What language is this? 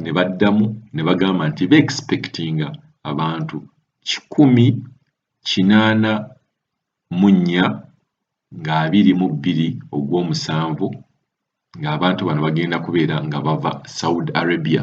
Ganda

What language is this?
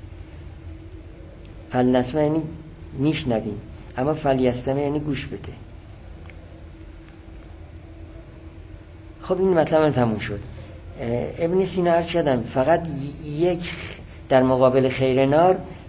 Persian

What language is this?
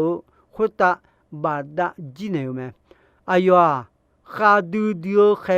Akha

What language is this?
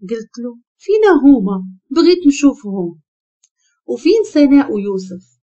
Moroccan Arabic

